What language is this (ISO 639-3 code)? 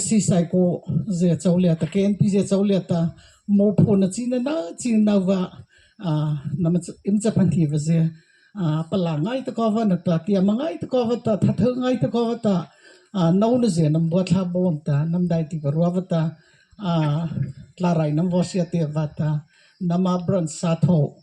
mrh